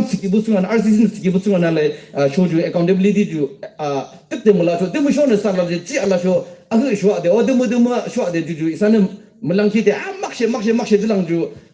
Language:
Yimchungru Naga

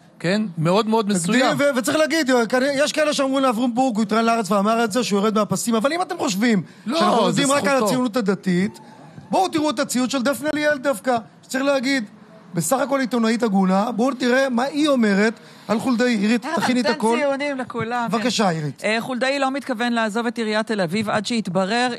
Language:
Hebrew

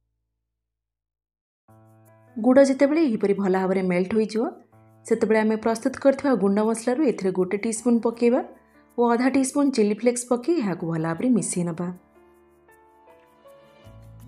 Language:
Odia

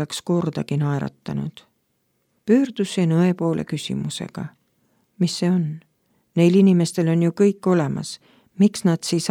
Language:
Estonian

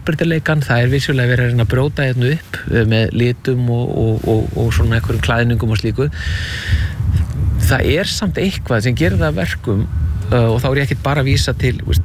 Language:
Icelandic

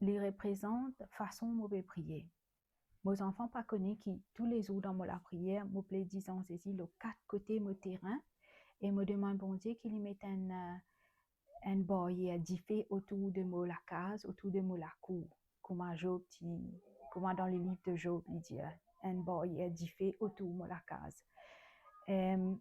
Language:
Morisyen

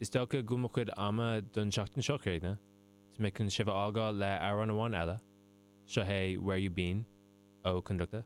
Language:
Irish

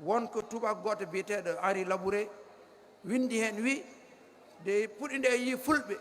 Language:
Fula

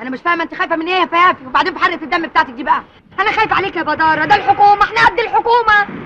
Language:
Egyptian Arabic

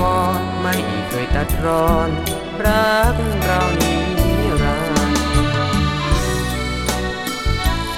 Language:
Thai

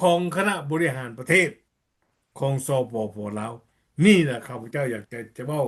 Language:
Lao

